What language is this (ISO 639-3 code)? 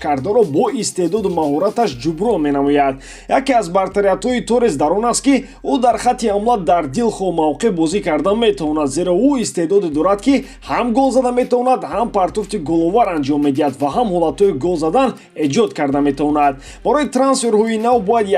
tgk